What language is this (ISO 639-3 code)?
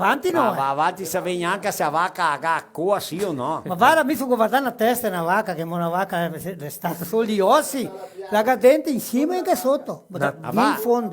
vec